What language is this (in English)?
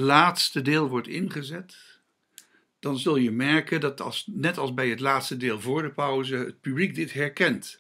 Dutch